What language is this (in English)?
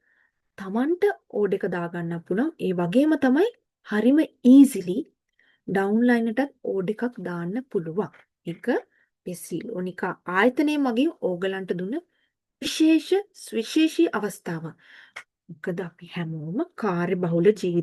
Sinhala